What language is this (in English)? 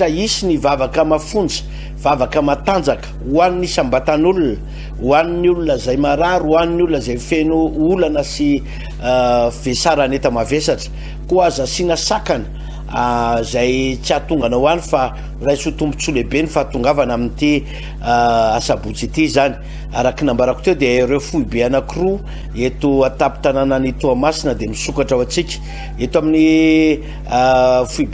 Malagasy